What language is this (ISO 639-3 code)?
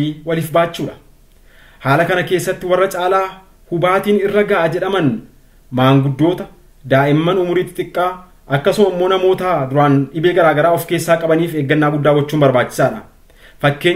orm